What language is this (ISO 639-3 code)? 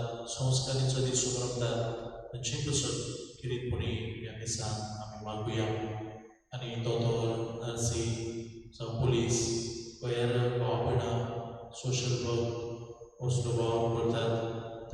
kok